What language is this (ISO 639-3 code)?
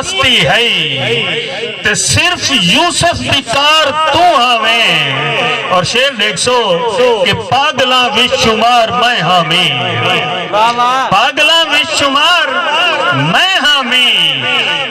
skr